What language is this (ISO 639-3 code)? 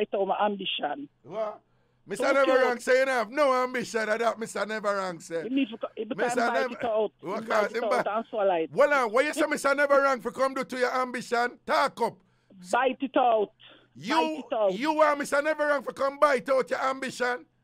jam